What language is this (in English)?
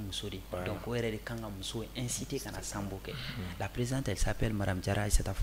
Bambara